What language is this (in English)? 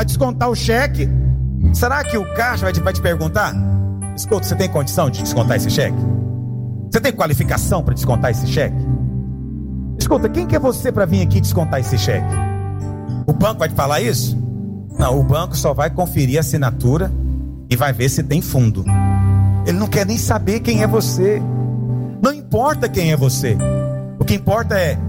Portuguese